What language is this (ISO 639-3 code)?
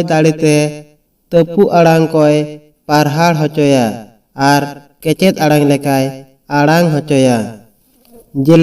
sat